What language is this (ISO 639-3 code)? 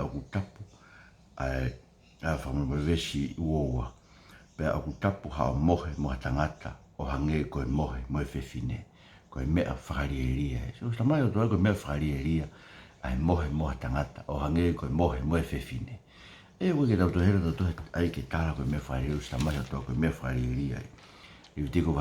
ton